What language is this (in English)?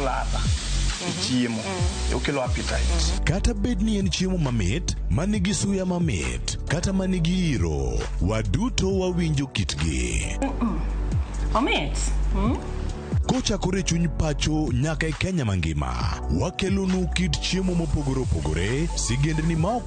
Luo (Kenya and Tanzania)